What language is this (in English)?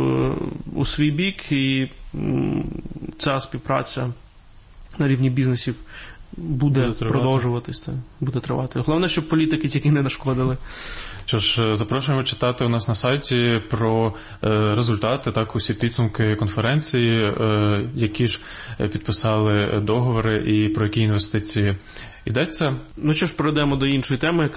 Ukrainian